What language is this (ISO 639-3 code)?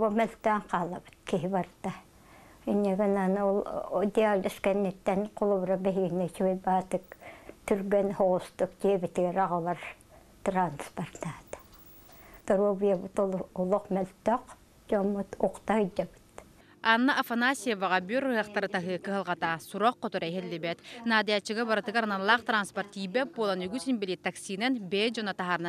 sah